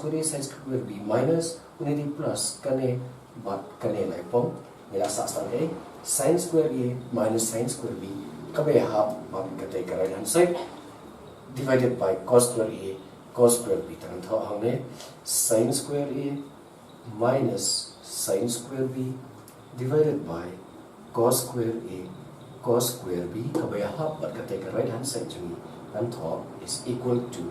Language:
Khasi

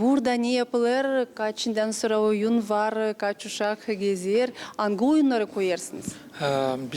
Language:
Gagauz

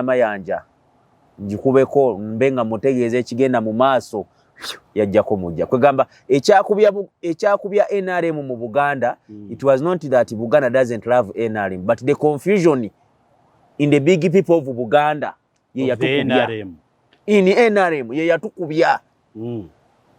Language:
Ganda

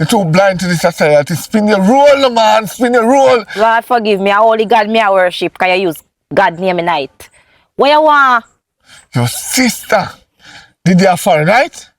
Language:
Jamaican Creole English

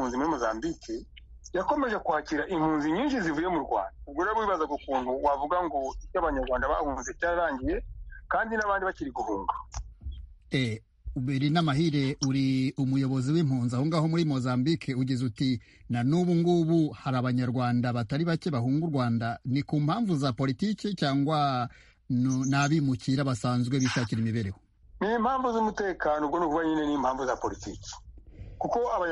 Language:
Kinyarwanda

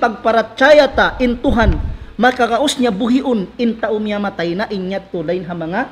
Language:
Tausug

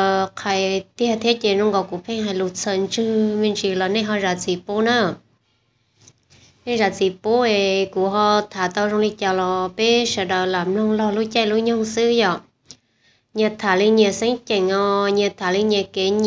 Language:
Vietnamese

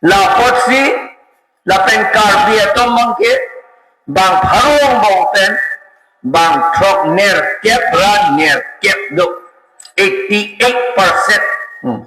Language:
Karbi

